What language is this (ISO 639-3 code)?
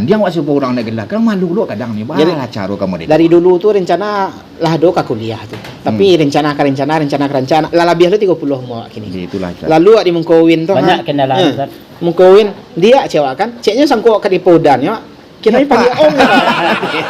min